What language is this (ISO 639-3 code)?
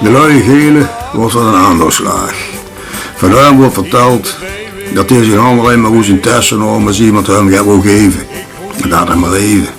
lim